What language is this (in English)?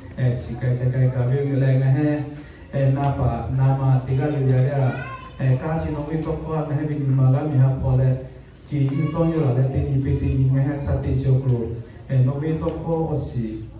Lahu